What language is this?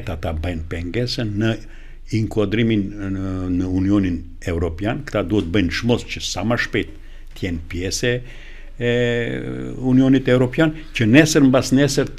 Albanian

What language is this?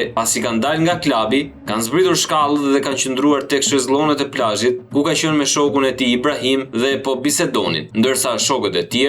Albanian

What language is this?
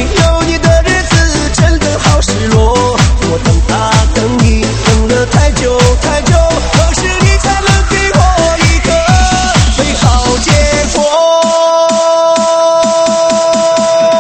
Chinese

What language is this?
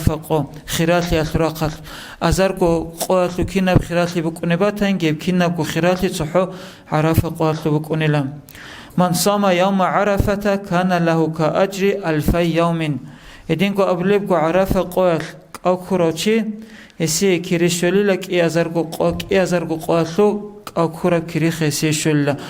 Avaric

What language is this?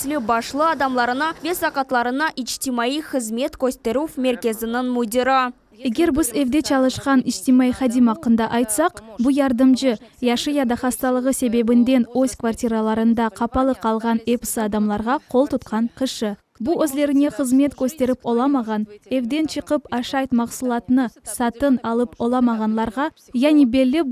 Crimean Tatar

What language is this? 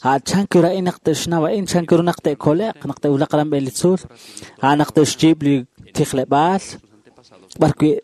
Kekchí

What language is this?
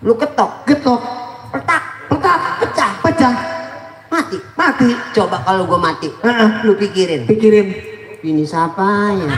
Betawi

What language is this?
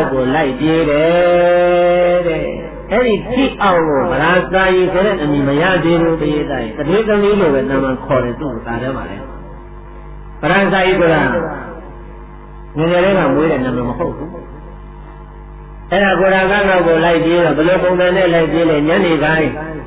Burmese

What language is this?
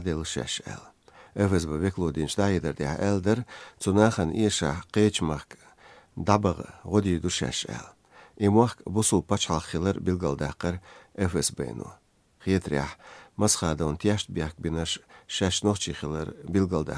Chechen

